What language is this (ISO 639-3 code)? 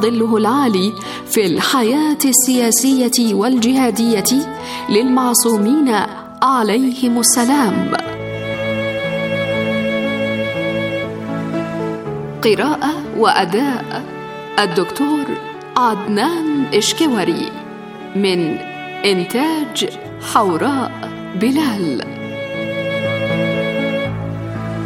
ara